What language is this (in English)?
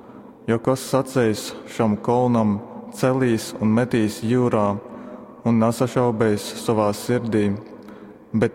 Latgalian